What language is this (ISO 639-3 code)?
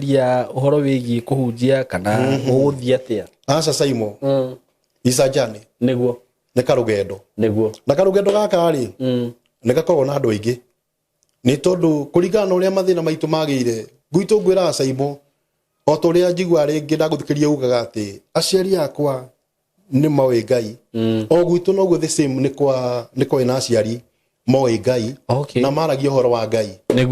kik